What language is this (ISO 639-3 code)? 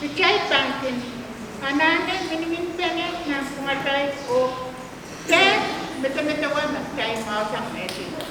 pon